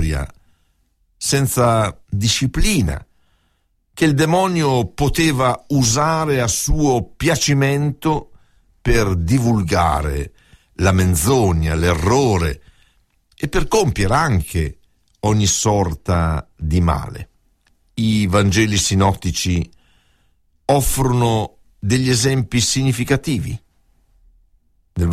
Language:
Italian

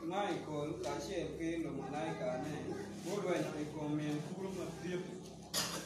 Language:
Acoli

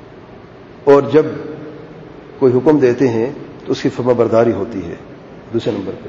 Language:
Urdu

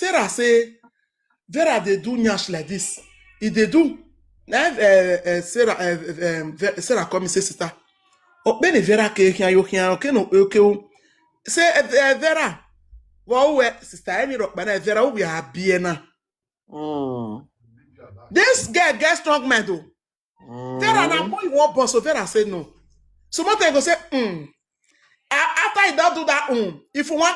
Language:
Nigerian Pidgin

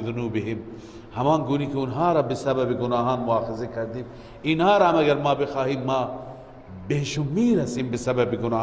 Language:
Persian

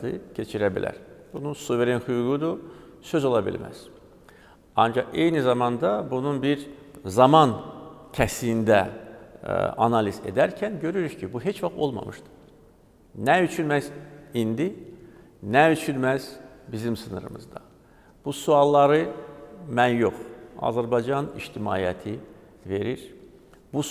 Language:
Azerbaijani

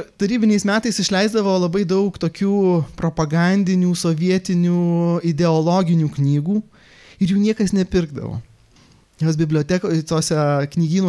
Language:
Lithuanian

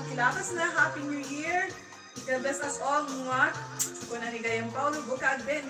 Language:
Iloko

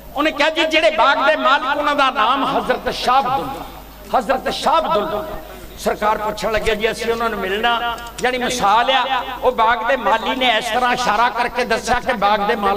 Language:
Punjabi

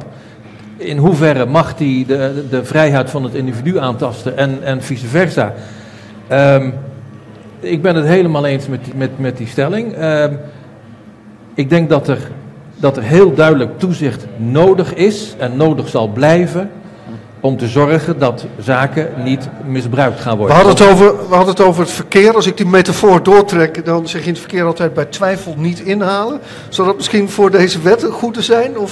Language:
Dutch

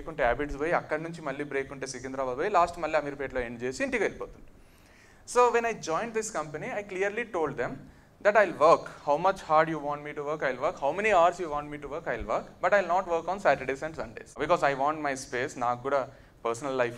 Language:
Telugu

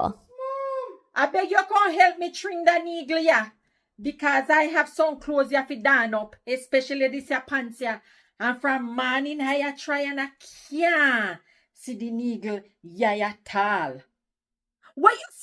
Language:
Jamaican Creole English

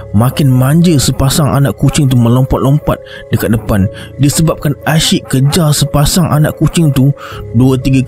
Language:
Malay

